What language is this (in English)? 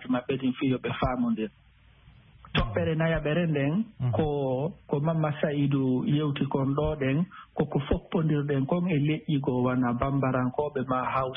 Fula